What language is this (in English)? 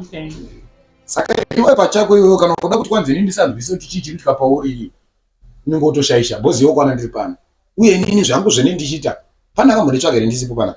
Shona